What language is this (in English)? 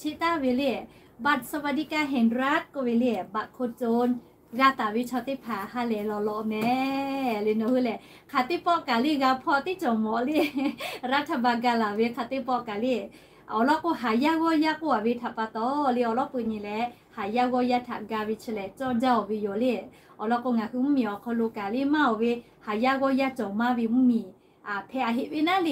Lahu